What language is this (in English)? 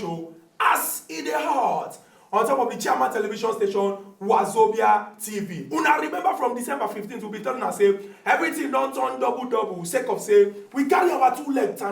Nigerian Pidgin